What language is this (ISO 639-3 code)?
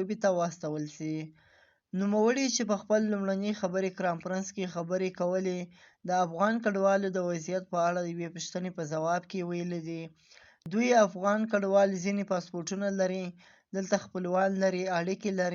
pus